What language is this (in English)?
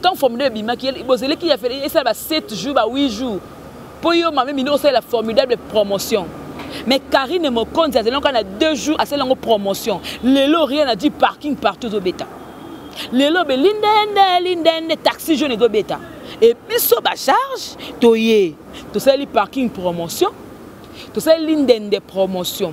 Lingala